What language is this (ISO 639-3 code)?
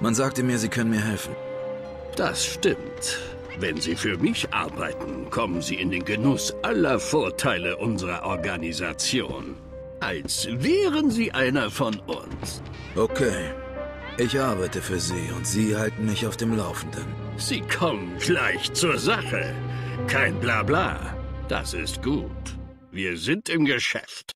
bar